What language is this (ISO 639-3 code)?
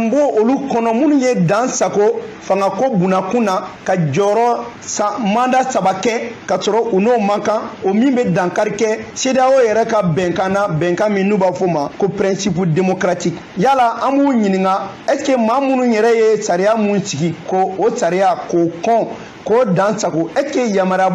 bam